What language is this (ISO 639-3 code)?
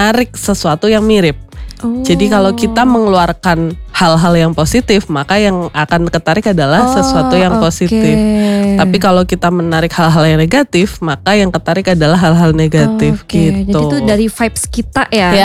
ind